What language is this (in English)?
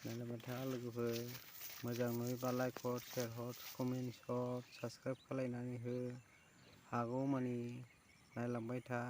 Bodo